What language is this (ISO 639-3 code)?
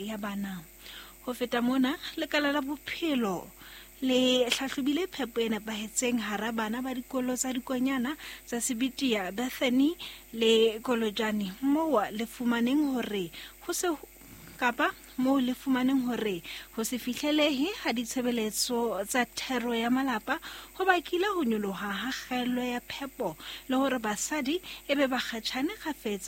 sot